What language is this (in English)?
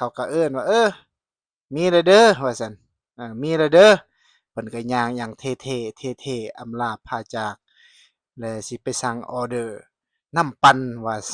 Lao